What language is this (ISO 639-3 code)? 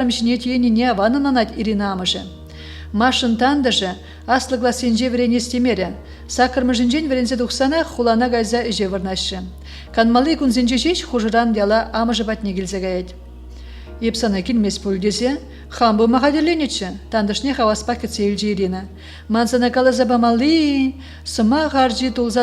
chv